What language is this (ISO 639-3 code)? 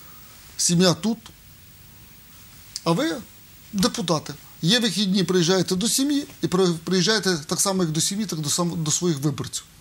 ukr